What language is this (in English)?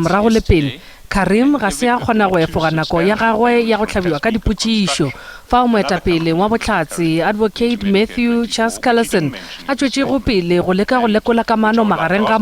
Northern Sotho